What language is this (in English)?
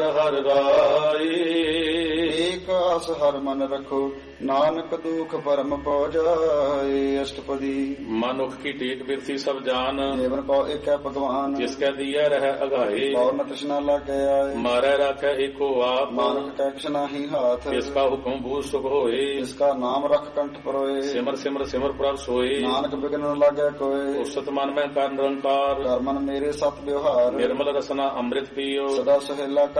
Punjabi